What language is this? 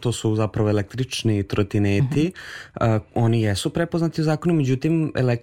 Serbian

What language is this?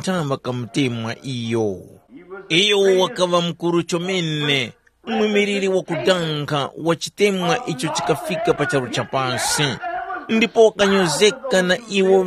Tumbuka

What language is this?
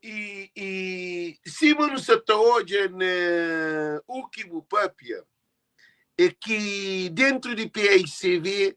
Kabuverdianu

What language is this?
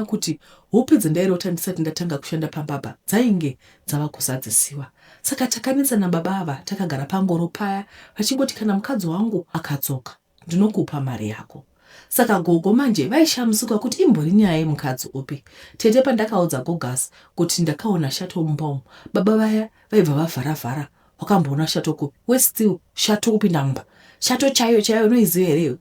Shona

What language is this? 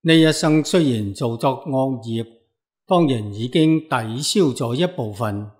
Cantonese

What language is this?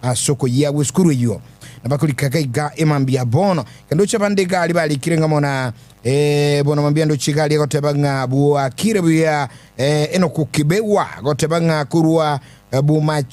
Gusii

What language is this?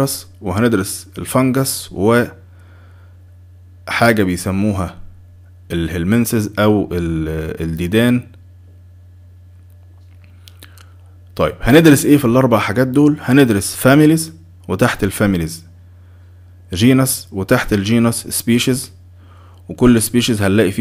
Egyptian Arabic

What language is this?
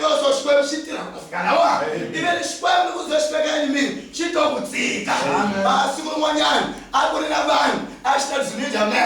Tsonga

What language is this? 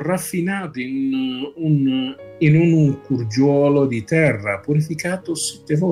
Italian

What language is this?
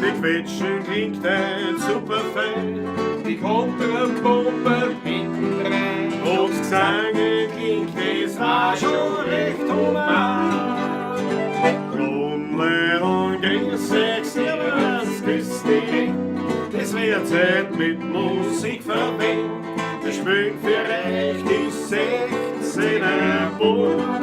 Bavarian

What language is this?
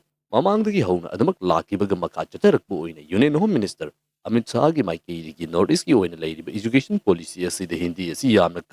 Manipuri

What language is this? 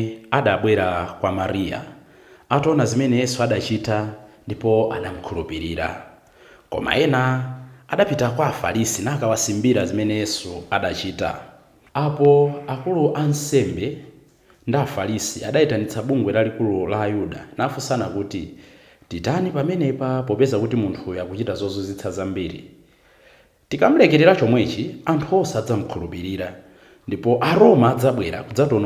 Nyanja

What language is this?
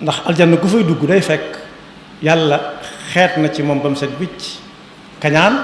Wolof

